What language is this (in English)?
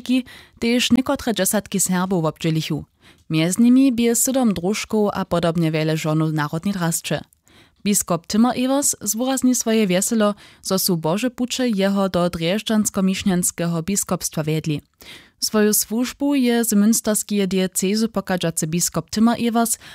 Upper Sorbian